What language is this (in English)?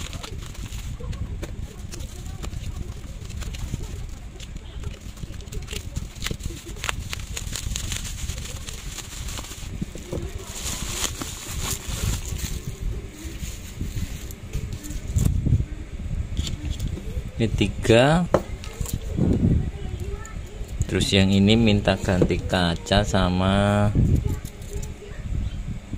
Indonesian